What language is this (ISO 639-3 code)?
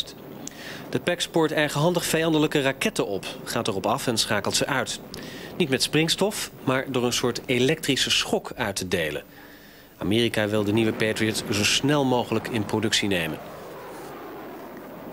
nld